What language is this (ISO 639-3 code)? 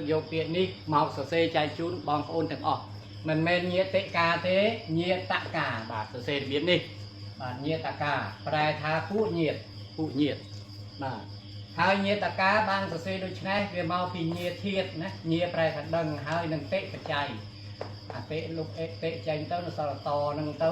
khm